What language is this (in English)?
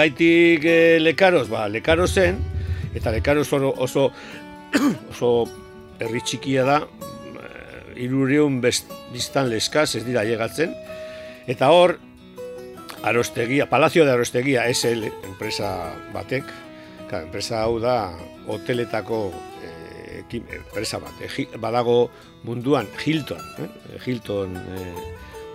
Basque